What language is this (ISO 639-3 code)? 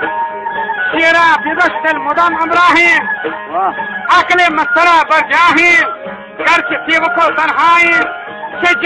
bal